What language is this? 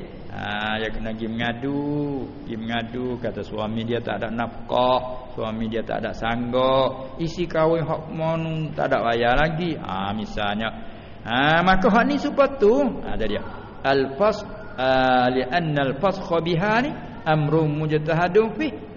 Malay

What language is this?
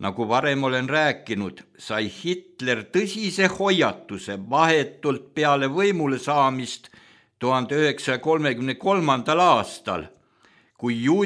Estonian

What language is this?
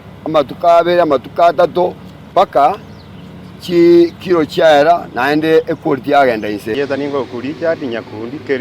Gusii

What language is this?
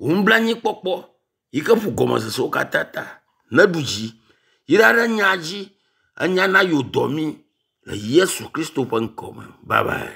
Ewe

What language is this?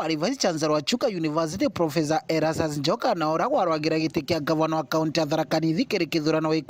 Meru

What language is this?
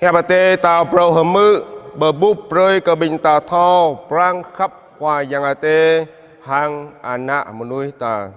Jarai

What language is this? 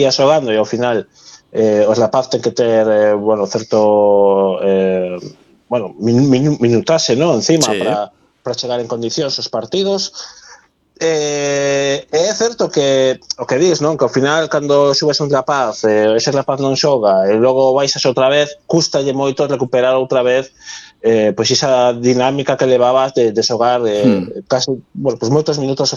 Galician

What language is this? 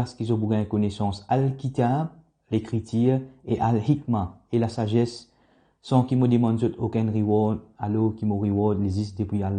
Morisyen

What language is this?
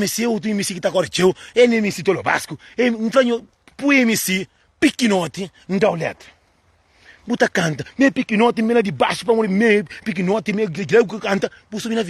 Kabuverdianu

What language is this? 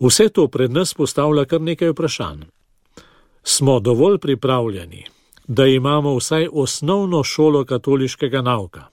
Slovenian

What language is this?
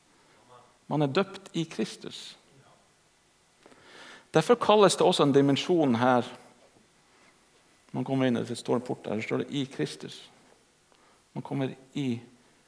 Norwegian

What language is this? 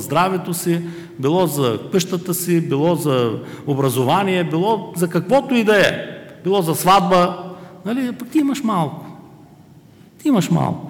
Bulgarian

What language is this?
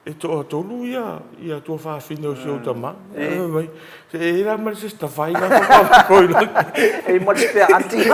Samoan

